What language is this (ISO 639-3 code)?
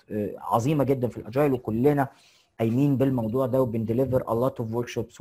arz